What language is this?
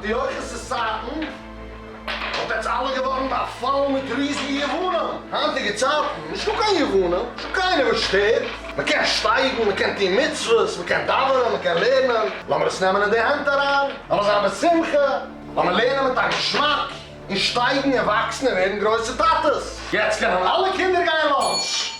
Yiddish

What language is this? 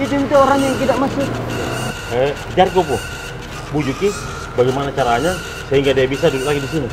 Makassar Malay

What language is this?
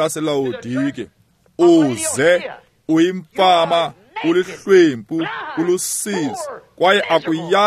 Xhosa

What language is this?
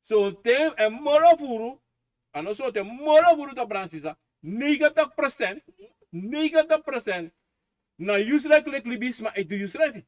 Sranan Tongo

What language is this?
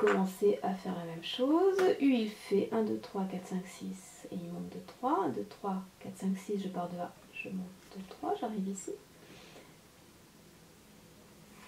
French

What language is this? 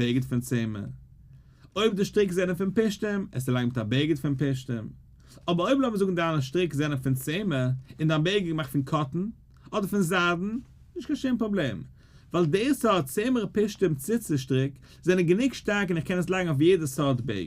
Yiddish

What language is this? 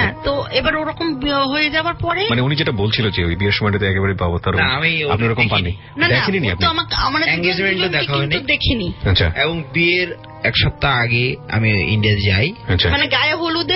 Bangla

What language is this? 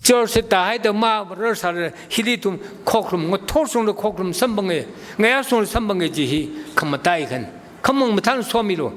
Tangkhul Naga (India)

